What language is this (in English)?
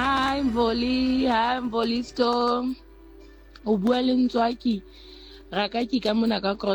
Southern Sotho